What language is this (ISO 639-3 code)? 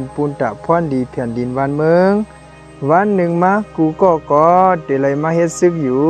shn